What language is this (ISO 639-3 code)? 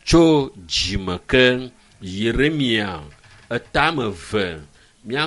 ewe